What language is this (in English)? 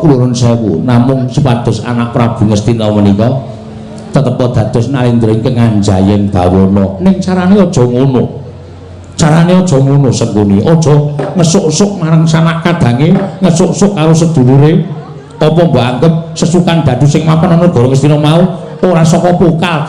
Javanese